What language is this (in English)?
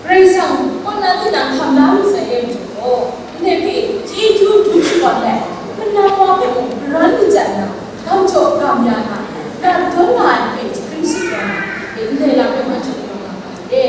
Kachin